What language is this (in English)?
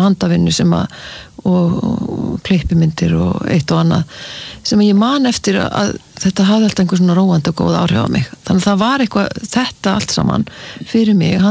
Icelandic